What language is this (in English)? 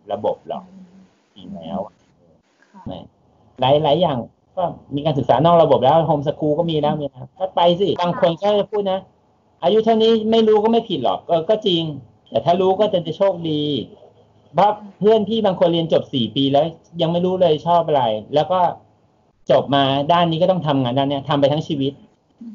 Thai